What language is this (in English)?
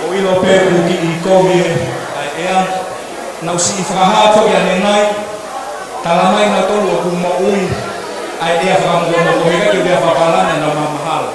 Tongan